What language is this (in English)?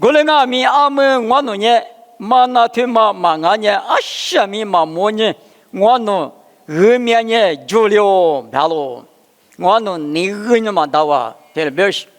Lisu